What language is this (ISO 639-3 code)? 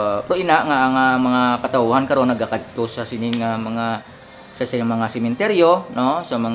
hil